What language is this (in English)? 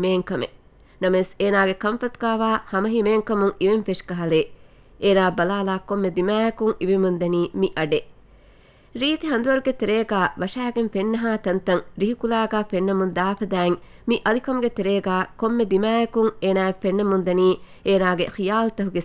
Divehi